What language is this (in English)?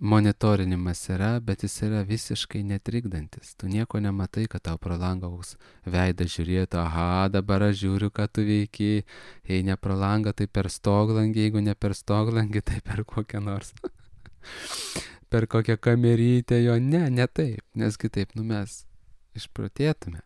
Lithuanian